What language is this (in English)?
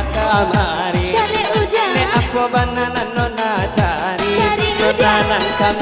Minangkabau